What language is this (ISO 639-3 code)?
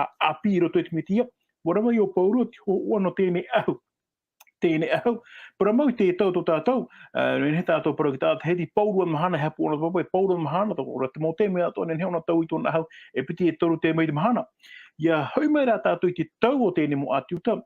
tah